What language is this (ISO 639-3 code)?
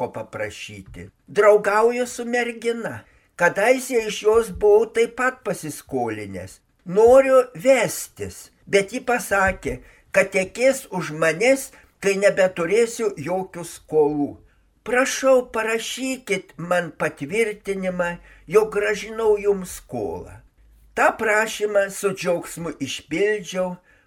lit